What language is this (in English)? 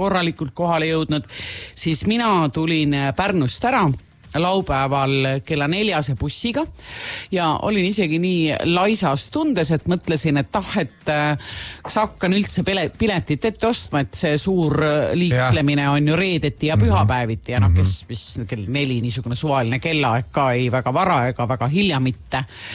Estonian